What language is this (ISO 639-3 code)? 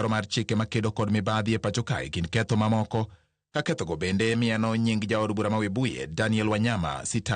luo